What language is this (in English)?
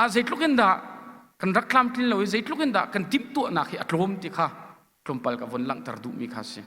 Hakha Chin